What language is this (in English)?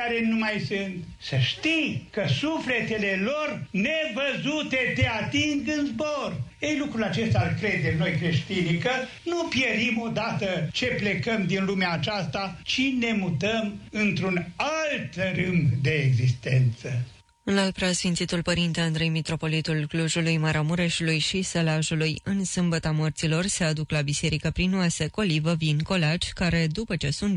Romanian